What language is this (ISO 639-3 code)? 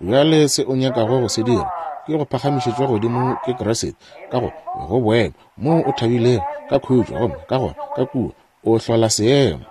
nso